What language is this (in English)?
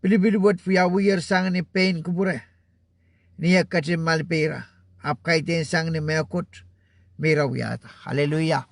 Pohnpeian